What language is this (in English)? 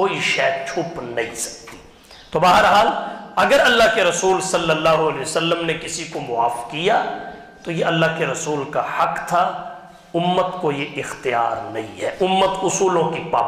Urdu